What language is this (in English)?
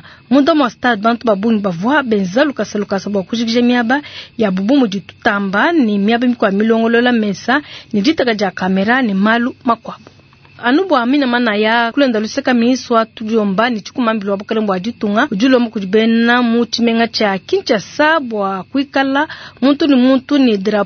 Luba-Lulua